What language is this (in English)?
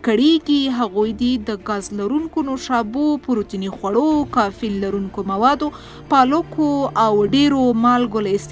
Pashto